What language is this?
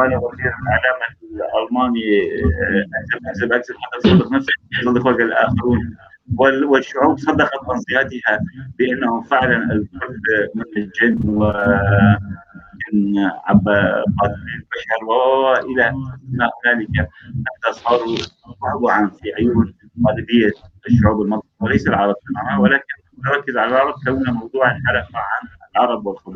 North Levantine Arabic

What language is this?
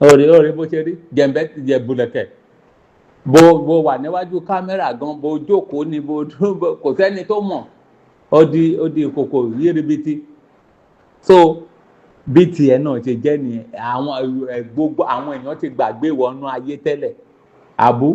Yoruba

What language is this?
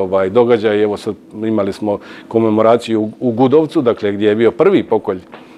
Croatian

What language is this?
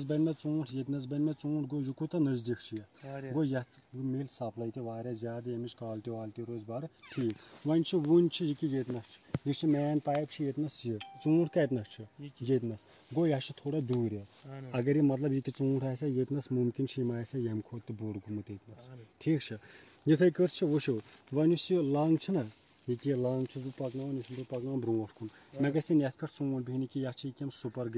Kashmiri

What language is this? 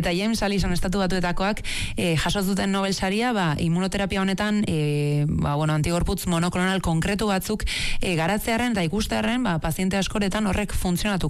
Basque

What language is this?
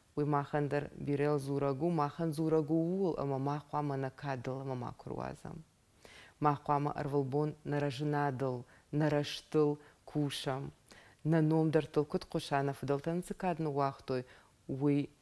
Ossetic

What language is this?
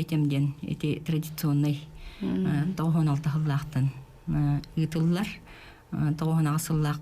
Yakut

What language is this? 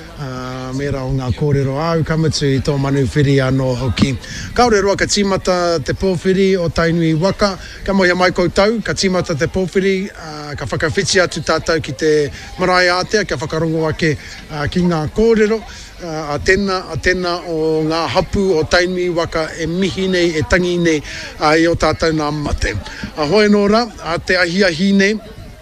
Māori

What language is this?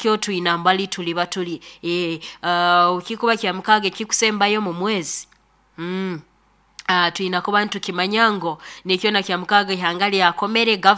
Nyoro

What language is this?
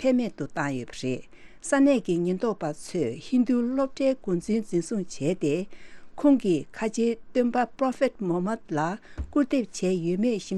Tibetan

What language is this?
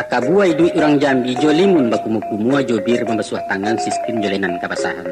Minangkabau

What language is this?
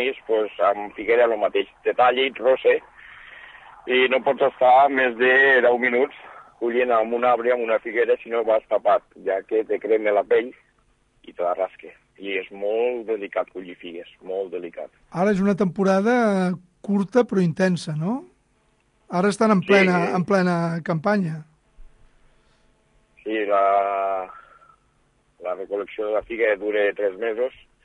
Catalan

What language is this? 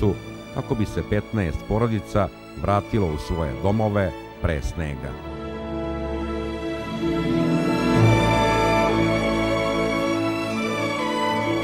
Serbian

